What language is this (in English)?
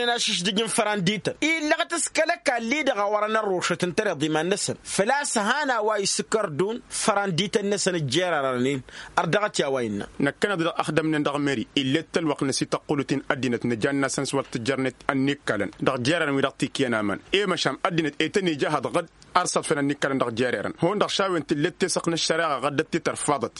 Tamasheq